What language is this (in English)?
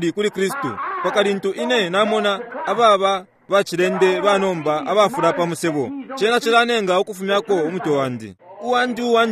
Bemba